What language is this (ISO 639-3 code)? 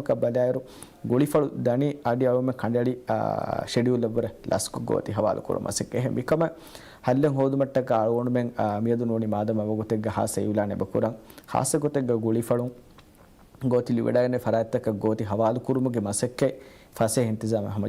div